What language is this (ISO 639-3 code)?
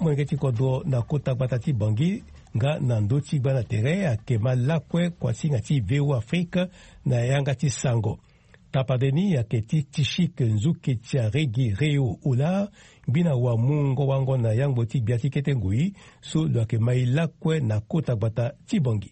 sag